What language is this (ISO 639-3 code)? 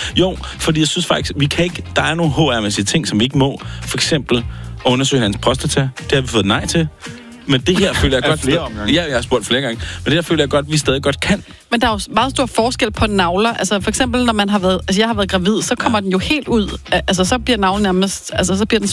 dan